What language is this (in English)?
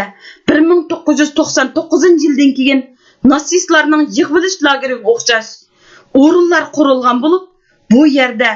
Uyghur